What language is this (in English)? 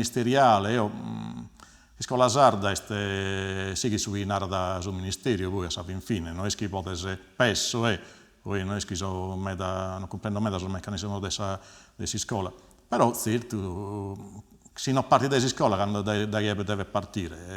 Sardinian